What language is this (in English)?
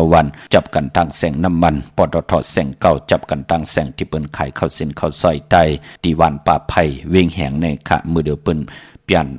Shan